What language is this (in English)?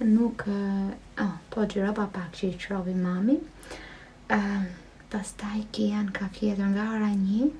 Albanian